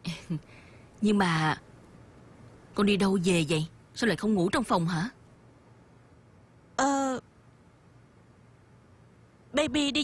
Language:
Vietnamese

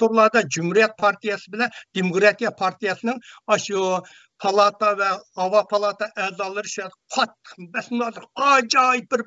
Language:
Uyghur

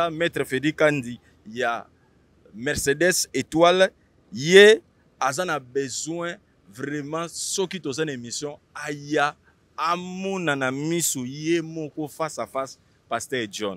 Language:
Lingala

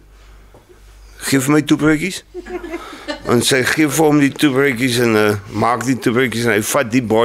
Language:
Afrikaans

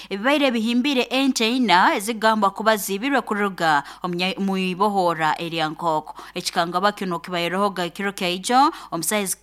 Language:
Nyoro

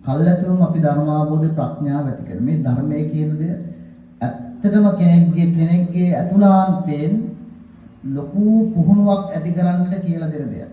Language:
Sinhala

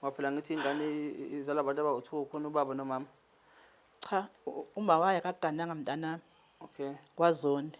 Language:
Zulu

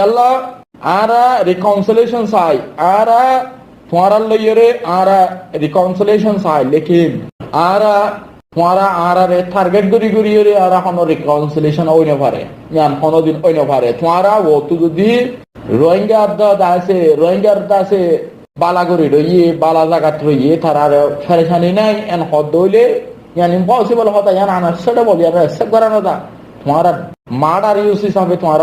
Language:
Rohingya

